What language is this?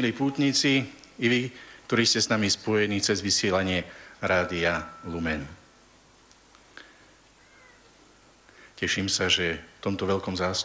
Slovak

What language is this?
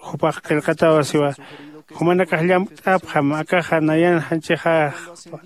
Aymara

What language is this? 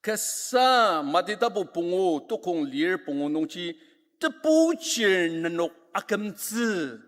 Ao Naga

